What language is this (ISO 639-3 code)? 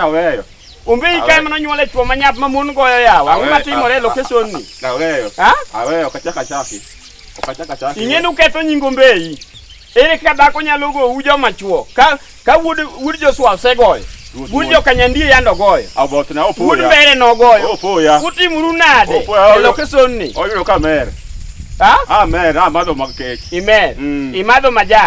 luo